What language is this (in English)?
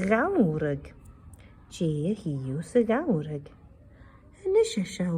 Scottish Gaelic